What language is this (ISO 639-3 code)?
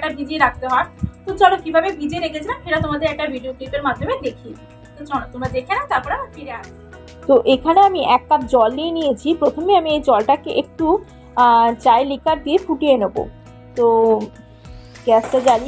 ben